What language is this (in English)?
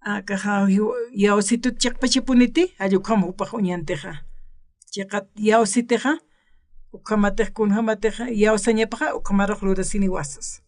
Aymara